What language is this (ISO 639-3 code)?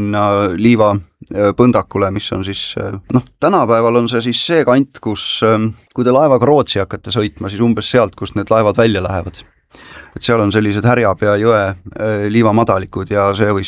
est